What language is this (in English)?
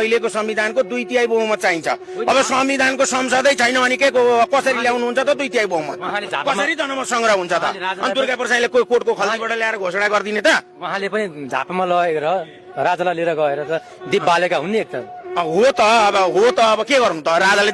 Nepali